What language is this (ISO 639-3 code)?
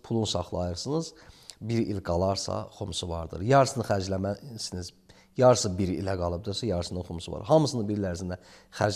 aze